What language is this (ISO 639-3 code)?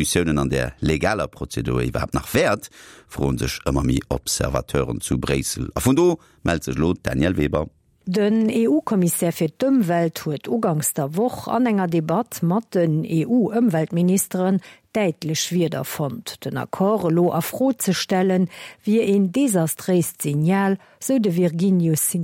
ltz